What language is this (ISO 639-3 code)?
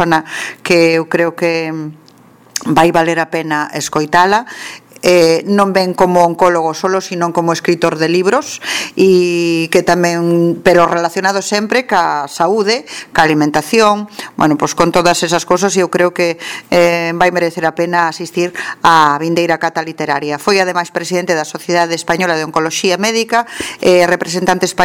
glg